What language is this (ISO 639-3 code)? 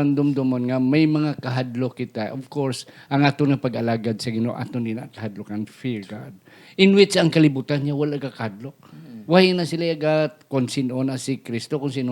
hil